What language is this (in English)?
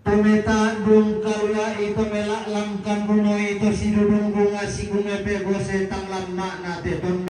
Toraja-Sa'dan